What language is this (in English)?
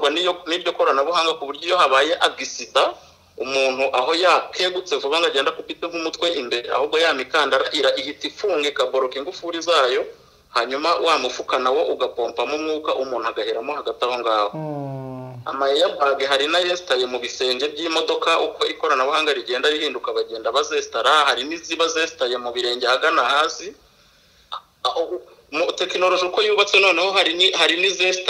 Kinyarwanda